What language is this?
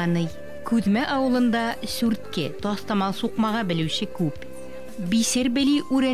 Bashkir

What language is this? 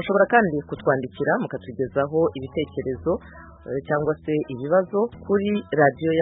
Kinyarwanda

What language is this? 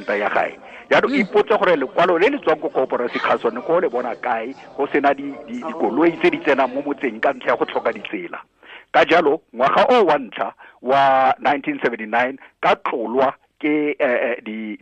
Tswana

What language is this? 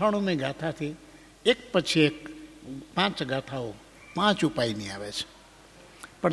Gujarati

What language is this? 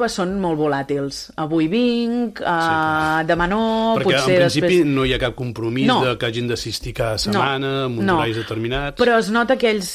Catalan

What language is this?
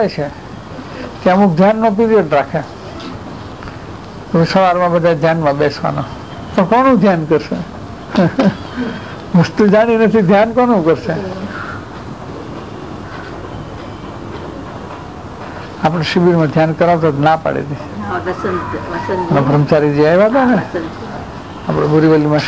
Gujarati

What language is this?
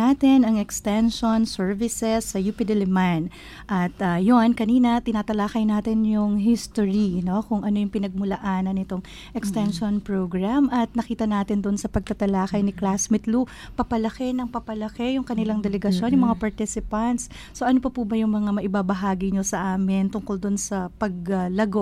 Filipino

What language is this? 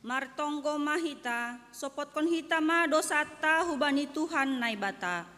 Batak Simalungun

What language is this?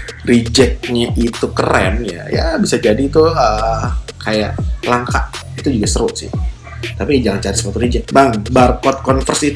Indonesian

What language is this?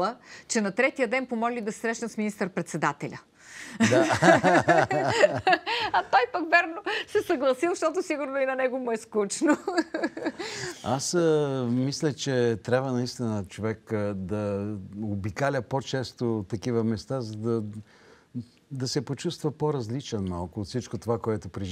Bulgarian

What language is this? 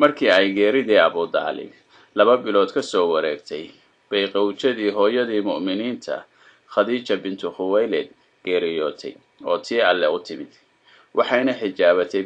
Somali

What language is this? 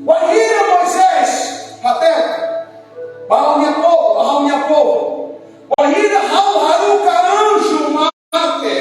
Tetum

